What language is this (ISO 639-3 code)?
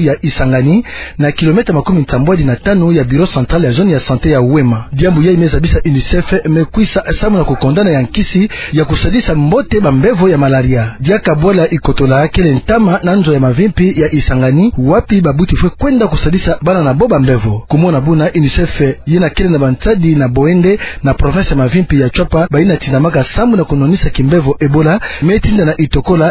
ktu